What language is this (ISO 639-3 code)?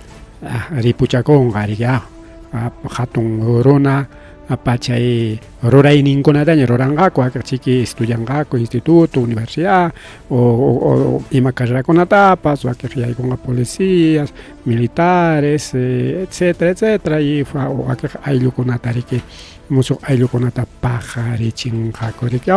quy